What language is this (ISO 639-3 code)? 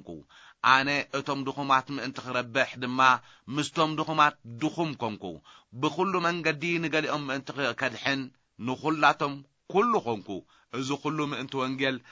tir